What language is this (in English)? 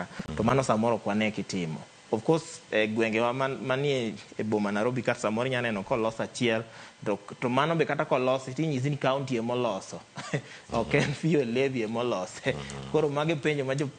Luo (Kenya and Tanzania)